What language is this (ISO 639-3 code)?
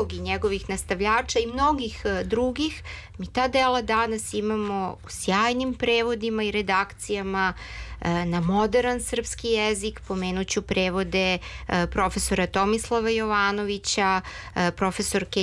srp